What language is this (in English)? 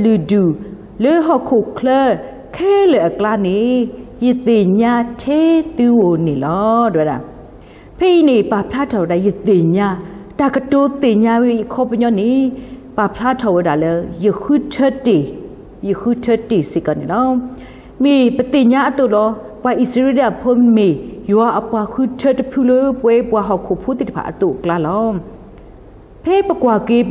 S'gaw Karen